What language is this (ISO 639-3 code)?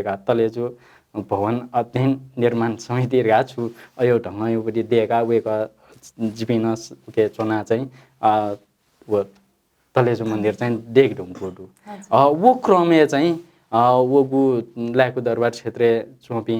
new